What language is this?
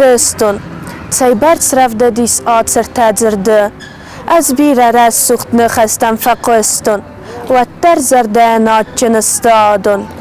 Ossetic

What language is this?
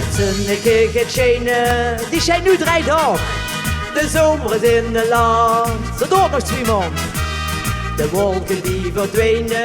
Limburgish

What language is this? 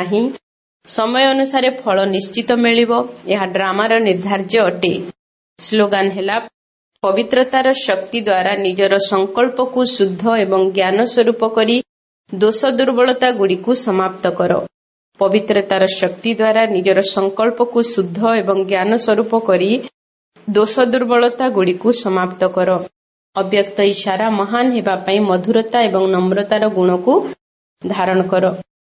Odia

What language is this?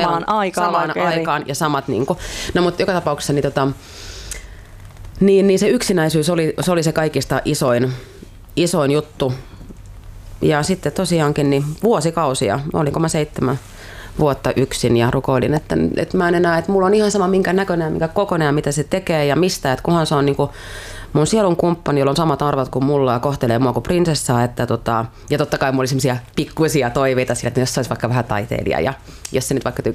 Finnish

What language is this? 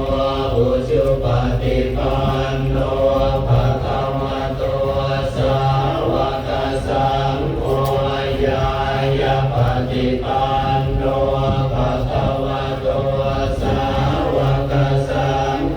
Pali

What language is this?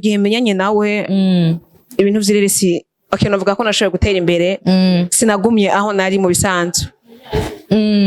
Rundi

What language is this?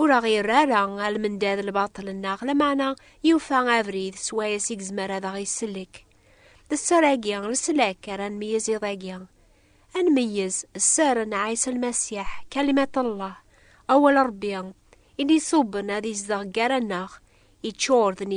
Kabyle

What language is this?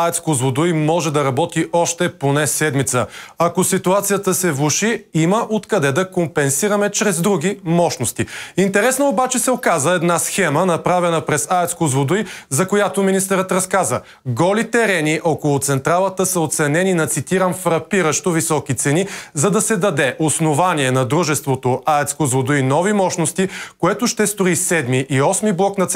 Bulgarian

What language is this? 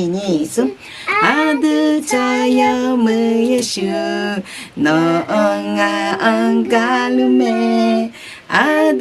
Akha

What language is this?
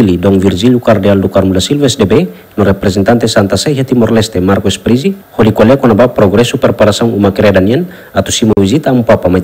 Tetum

